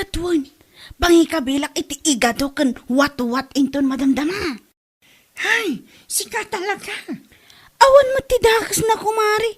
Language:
Iloko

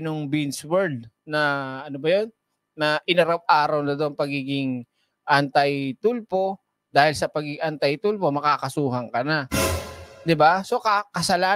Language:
Filipino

